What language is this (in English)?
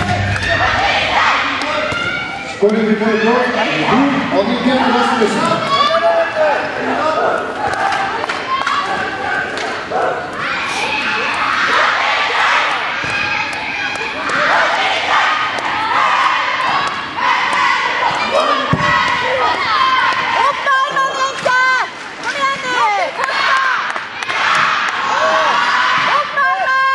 Norwegian